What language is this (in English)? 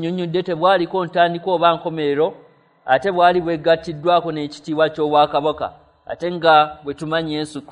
Ganda